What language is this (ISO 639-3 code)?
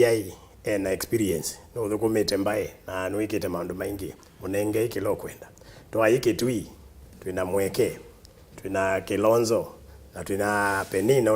kam